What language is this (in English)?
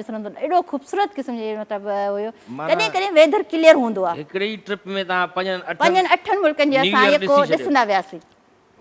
Sindhi